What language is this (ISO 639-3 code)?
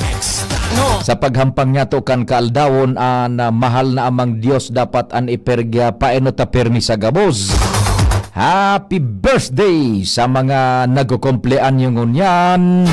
bik